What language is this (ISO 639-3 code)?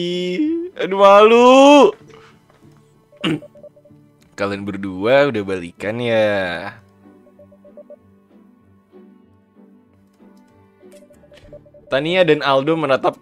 ind